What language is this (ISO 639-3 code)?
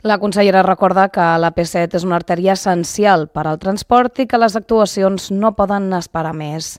cat